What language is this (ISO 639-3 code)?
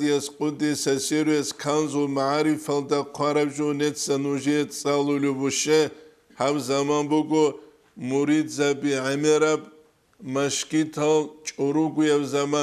ava